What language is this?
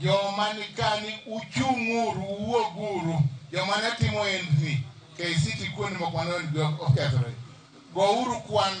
Luo (Kenya and Tanzania)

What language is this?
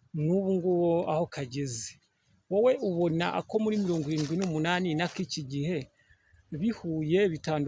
Kinyarwanda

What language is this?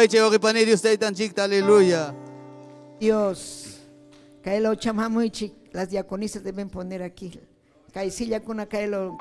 Ayacucho Quechua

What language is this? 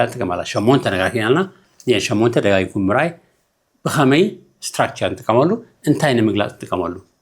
Tigrinya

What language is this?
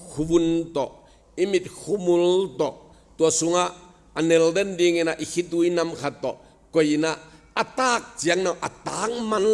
Tedim Chin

